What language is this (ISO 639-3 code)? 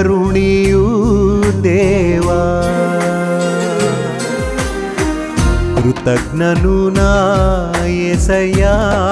kan